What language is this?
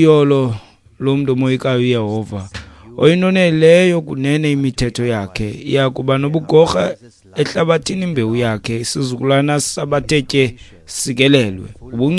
Xhosa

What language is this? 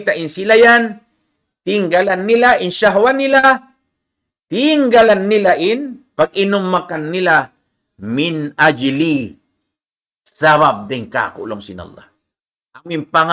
Tausug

